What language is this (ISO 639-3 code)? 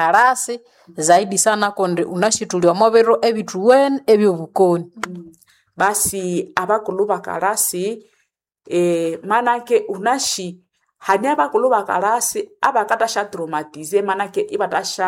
swa